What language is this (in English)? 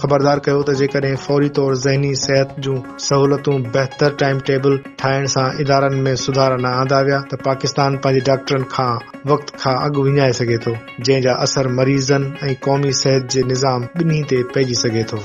Sindhi